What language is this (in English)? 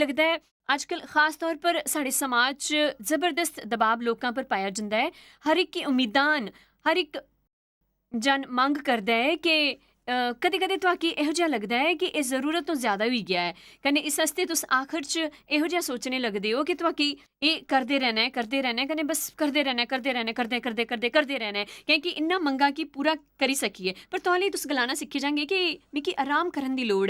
Dogri